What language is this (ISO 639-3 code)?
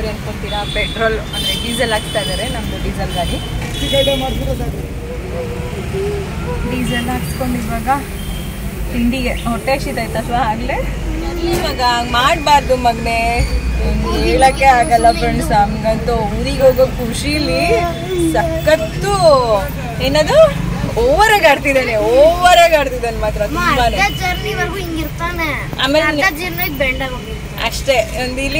kan